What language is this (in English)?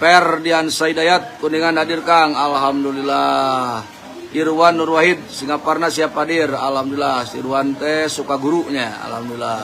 Sundanese